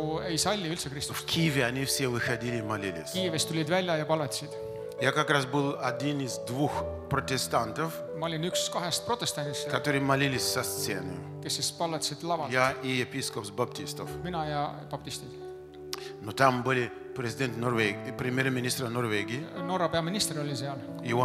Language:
Russian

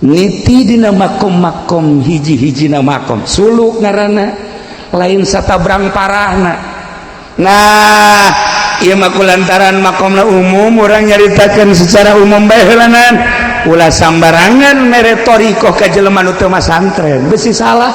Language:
Sundanese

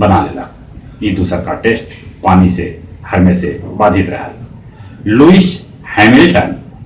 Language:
Magahi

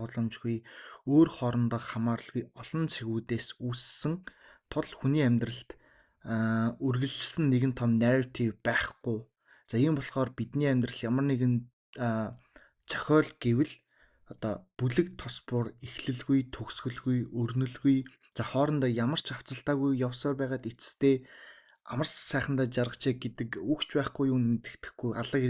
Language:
Mongolian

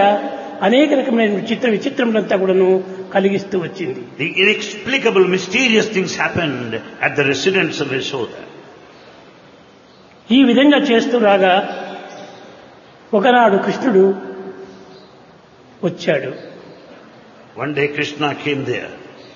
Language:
Telugu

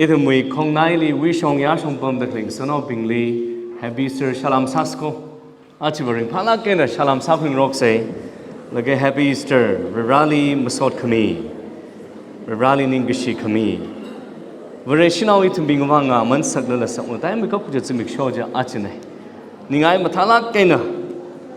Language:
Tangkhul Naga (India)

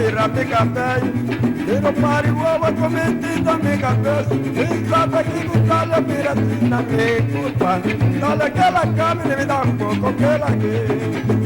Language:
Papiamento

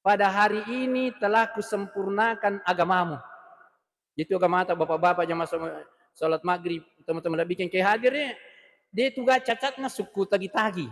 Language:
Buginese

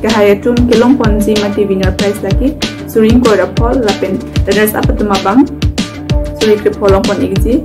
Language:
Karbi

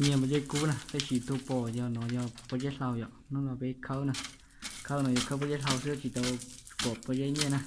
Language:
Hmong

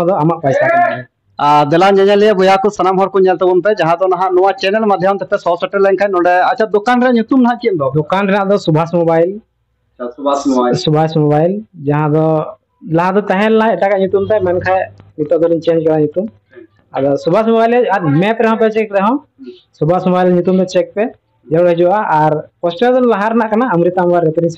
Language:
Santali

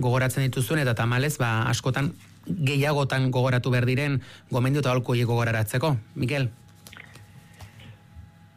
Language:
Basque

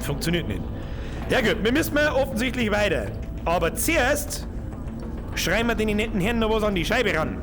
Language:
Bavarian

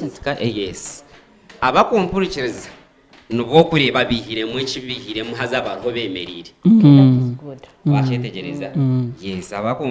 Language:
Nyankole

